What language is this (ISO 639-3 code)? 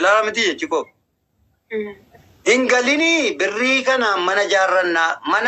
orm